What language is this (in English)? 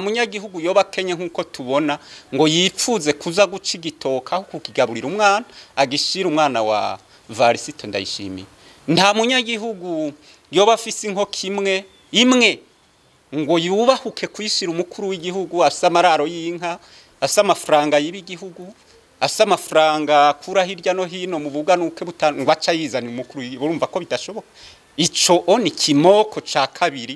Rundi